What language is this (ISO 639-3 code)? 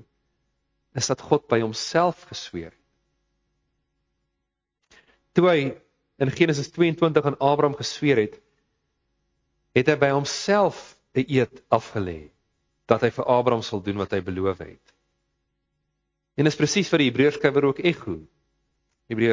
afr